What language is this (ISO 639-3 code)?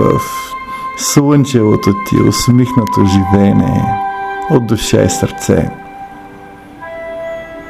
bul